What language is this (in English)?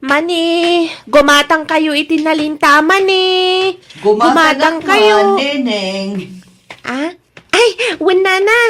Iloko